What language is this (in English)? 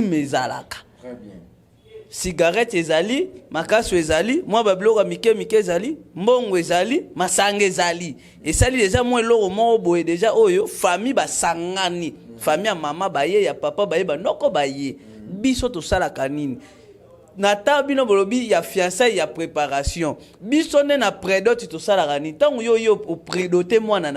Lingala